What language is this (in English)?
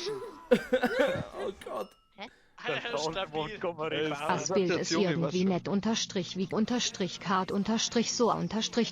Bavarian